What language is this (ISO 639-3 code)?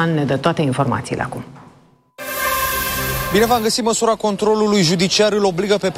ron